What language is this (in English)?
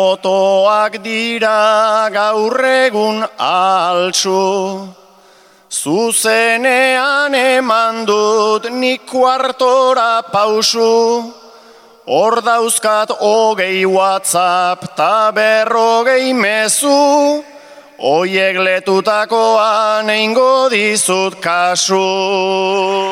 Basque